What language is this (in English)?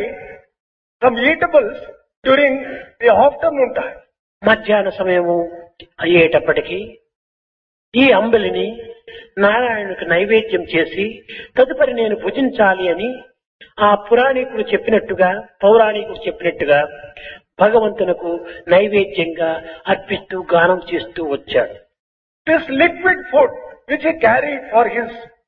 Telugu